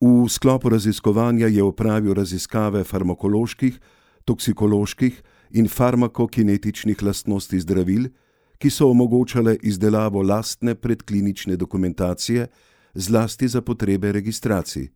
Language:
Slovenian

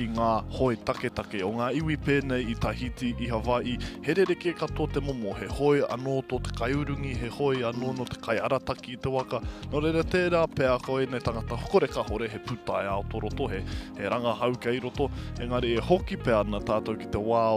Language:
Māori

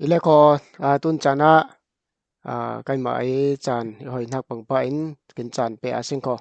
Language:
Falam Chin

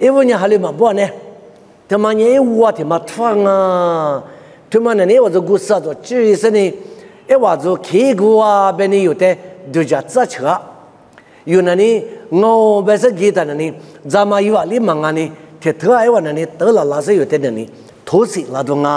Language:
Lisu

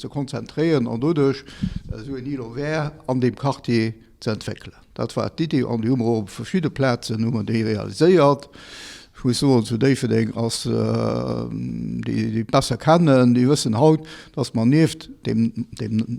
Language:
Luxembourgish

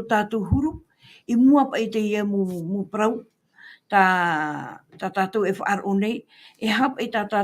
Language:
Tahitian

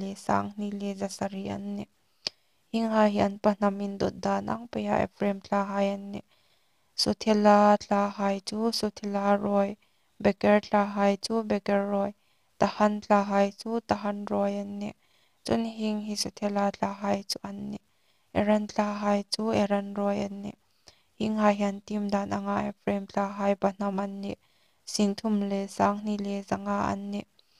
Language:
Hmar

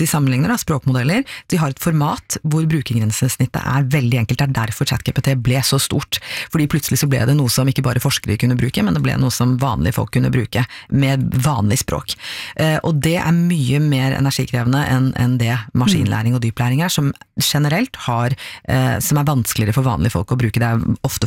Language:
Norwegian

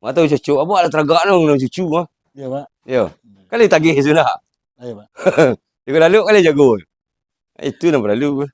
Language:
Minangkabau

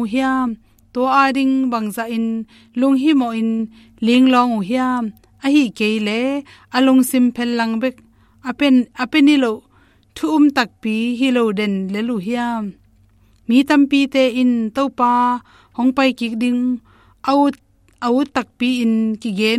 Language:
Tedim Chin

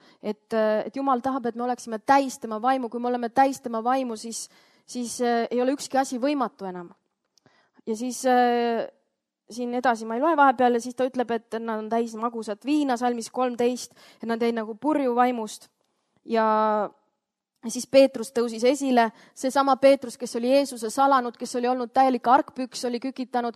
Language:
Estonian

